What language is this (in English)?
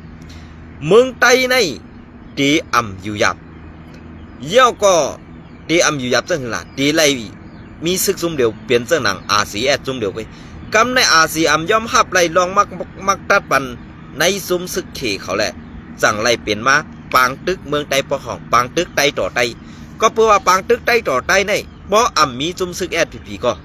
Shan